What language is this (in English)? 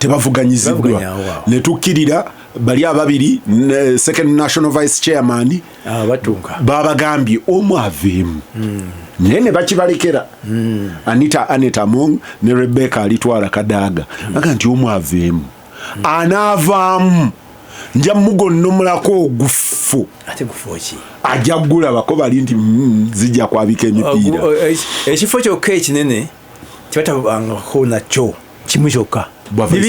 Ganda